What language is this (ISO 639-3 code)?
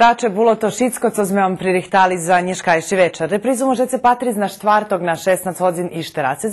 rue